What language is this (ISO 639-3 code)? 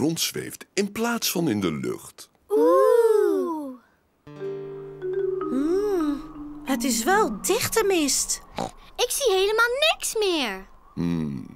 nld